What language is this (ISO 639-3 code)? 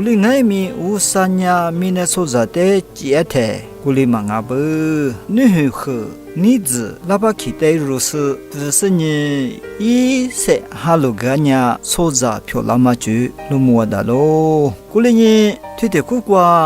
lis